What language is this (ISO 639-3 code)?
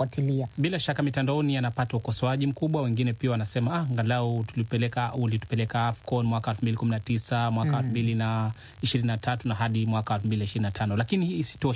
swa